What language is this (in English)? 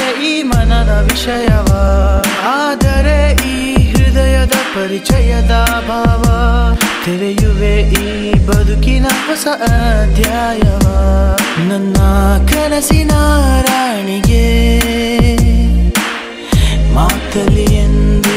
Kannada